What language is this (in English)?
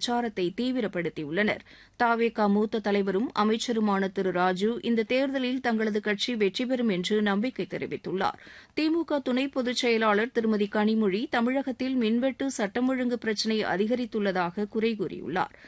Tamil